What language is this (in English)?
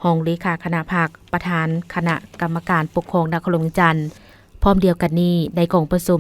Lao